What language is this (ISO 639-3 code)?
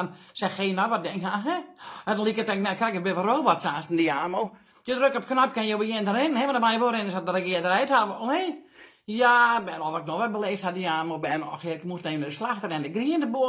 fry